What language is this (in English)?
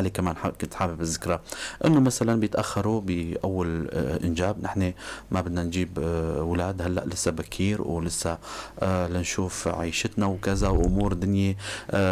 North Levantine Arabic